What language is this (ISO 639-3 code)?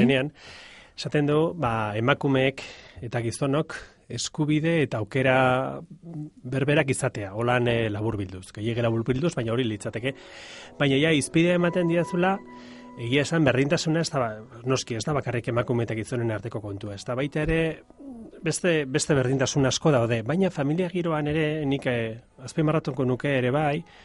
eus